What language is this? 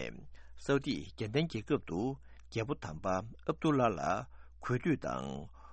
Tibetan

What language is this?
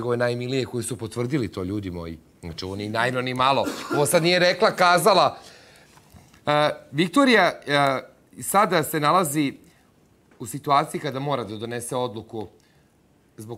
Serbian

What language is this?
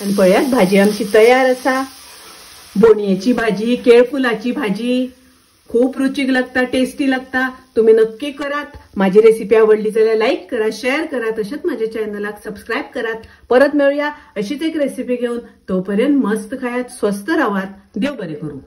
Konkani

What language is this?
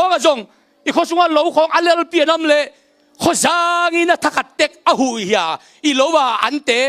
Tedim Chin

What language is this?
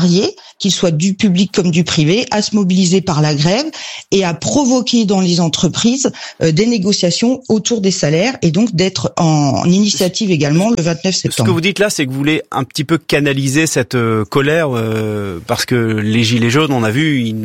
French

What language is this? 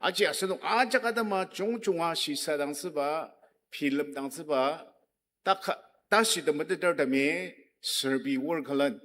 Ao Naga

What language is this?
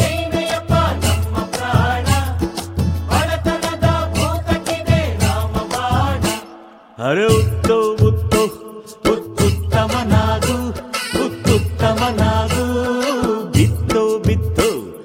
Kannada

